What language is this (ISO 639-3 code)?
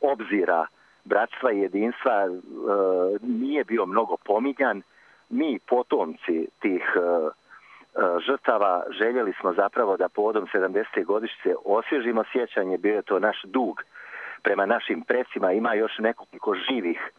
hrv